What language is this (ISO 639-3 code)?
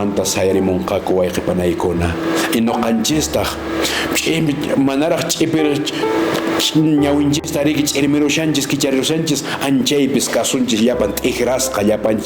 que